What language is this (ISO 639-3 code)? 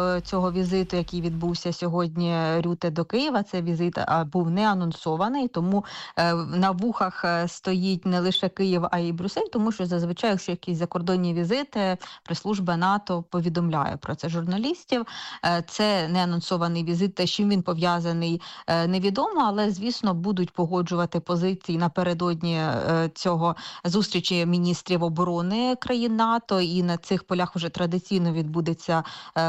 ukr